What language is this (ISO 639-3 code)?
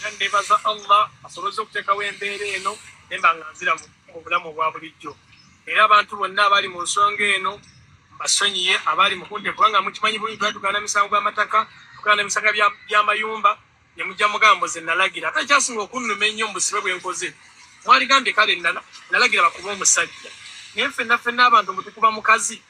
lug